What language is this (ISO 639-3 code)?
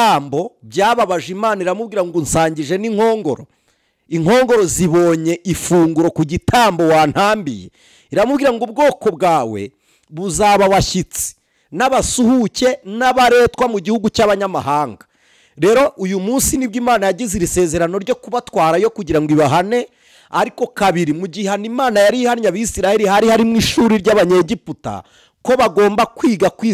kin